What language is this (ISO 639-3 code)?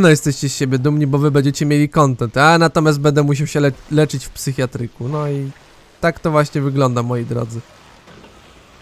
pol